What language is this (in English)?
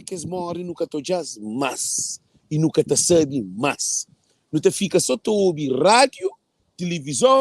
Kabuverdianu